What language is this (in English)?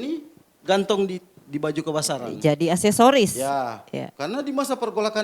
Manado Malay